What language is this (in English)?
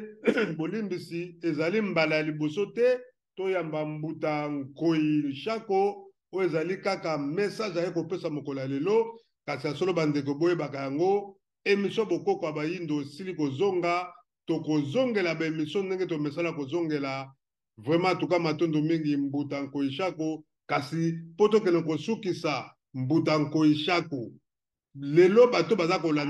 Lingala